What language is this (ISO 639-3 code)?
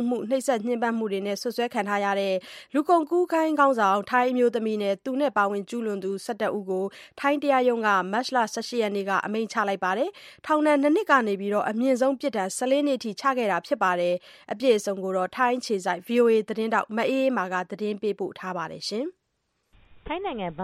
mya